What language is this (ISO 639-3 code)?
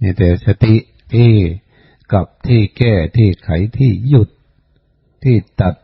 tts